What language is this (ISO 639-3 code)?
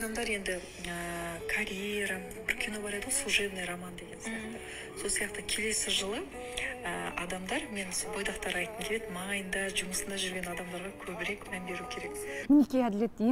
kaz